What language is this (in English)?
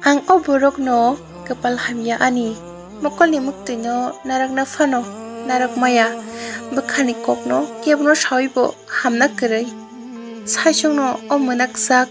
Kok Borok